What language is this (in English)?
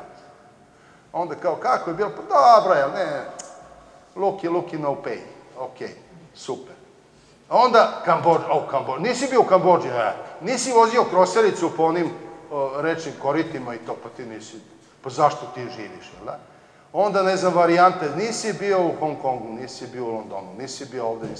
Serbian